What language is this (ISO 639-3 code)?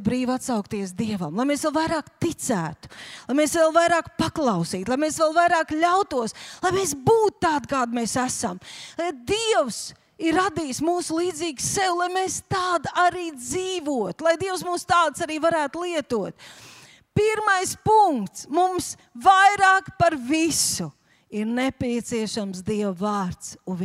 lav